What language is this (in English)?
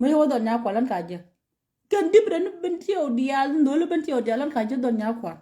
Nuer